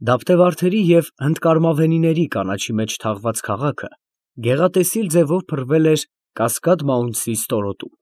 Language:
Armenian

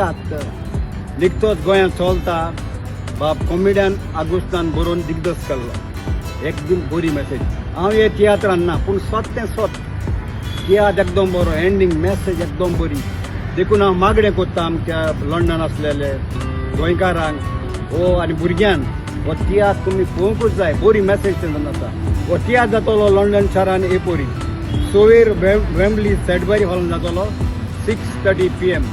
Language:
Konkani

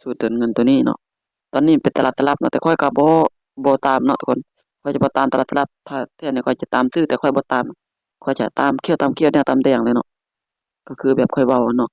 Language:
Lao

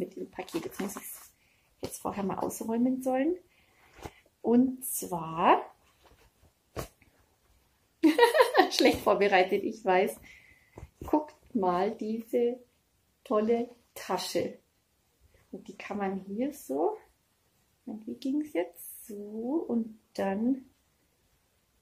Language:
German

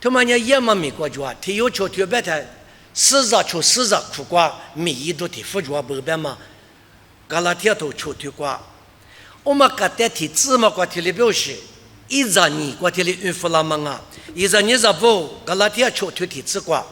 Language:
Lisu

